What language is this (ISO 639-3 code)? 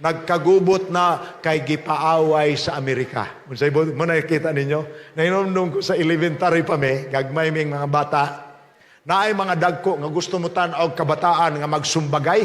ceb